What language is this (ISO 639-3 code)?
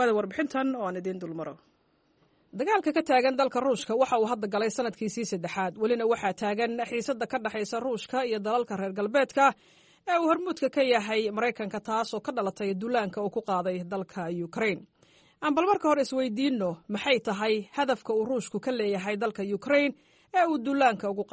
som